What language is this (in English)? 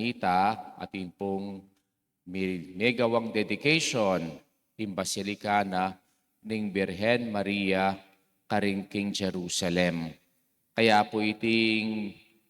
Pampanga